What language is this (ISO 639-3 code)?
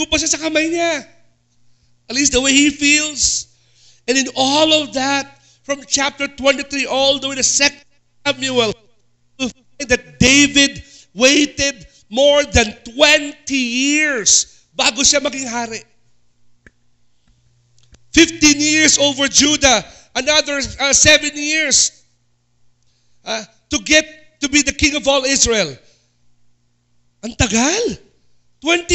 fil